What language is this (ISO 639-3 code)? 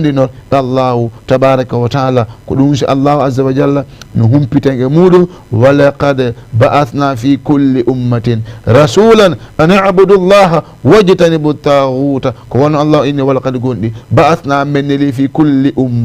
ful